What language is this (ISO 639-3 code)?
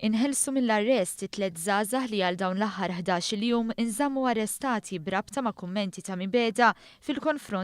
mlt